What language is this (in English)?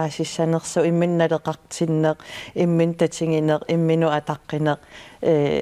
Kalaallisut